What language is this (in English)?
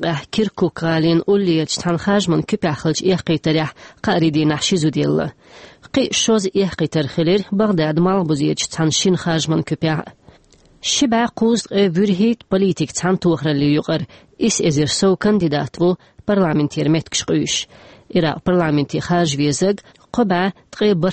Chechen